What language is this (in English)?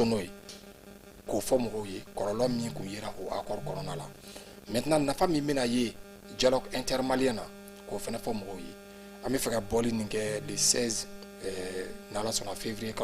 Bambara